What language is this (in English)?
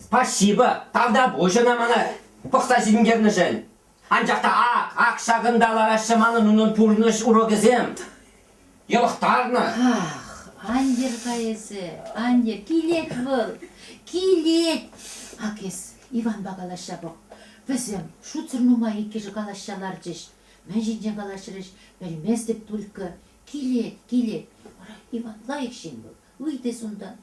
Chuvash